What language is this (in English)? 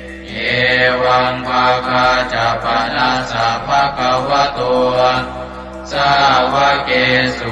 Pali